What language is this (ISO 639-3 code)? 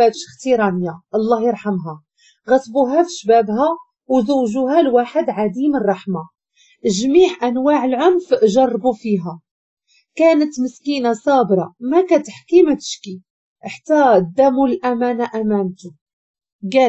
ary